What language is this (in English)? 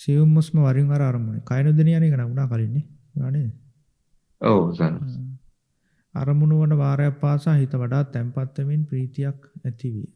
Sinhala